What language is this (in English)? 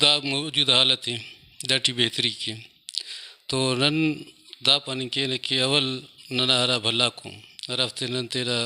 Brahui